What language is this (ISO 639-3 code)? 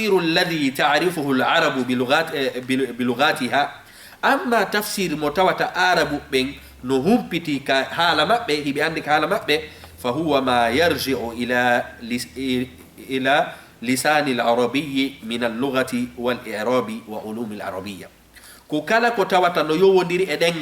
ful